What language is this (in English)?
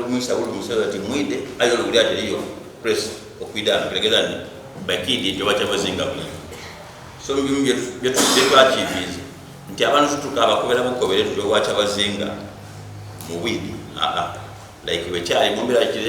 Soga